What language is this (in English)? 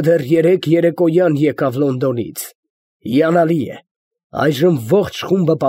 Armenian